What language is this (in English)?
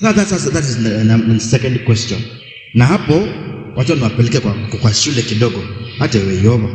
Kamba